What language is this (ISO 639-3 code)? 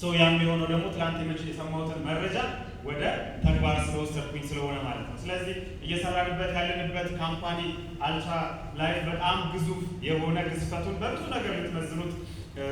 amh